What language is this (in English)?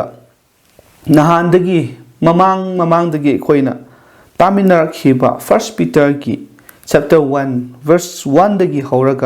Manipuri